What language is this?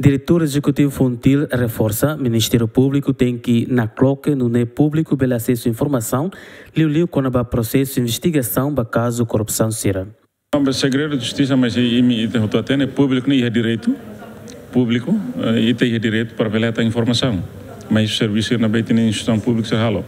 Tetum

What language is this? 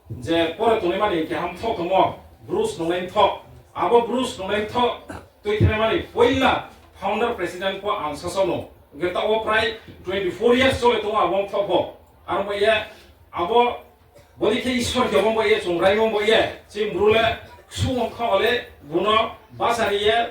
Riang (India)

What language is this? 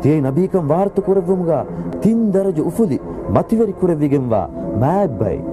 Divehi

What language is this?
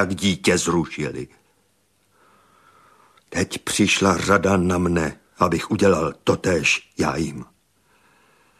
Czech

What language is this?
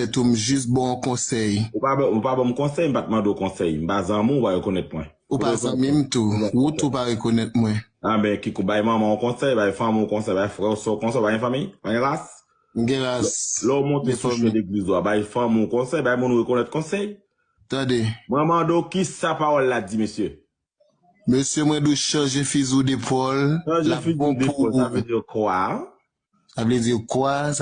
Haitian Creole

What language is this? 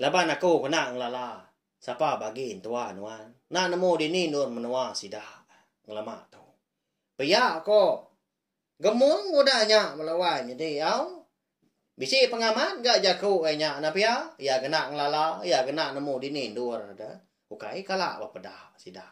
Iban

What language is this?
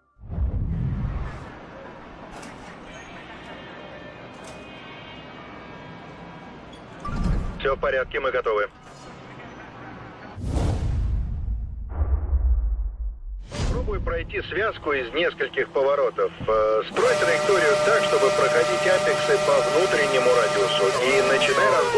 Russian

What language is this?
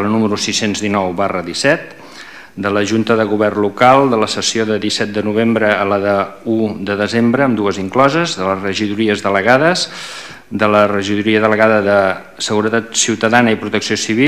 Catalan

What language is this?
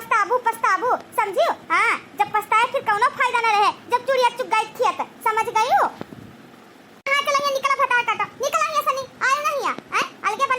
Awadhi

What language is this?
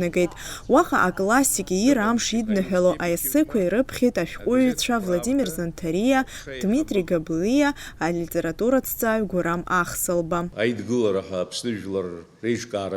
Abkhazian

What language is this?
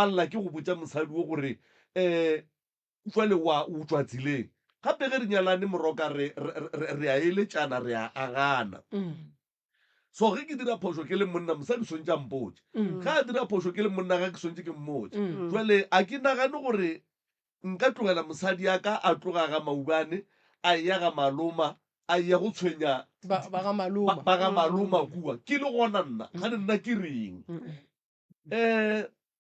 Northern Sotho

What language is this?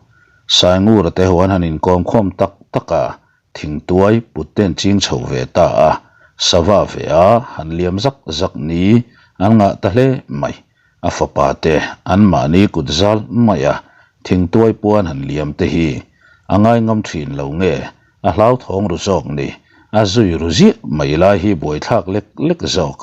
Mizo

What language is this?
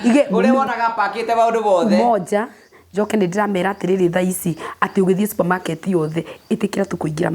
Kikuyu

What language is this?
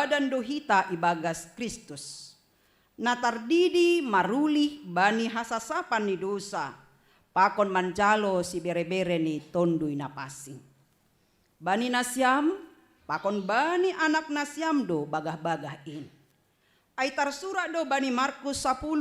Batak Simalungun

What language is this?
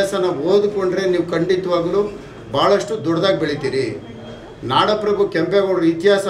Kannada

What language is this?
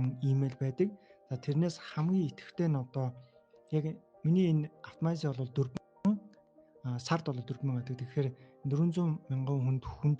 Mongolian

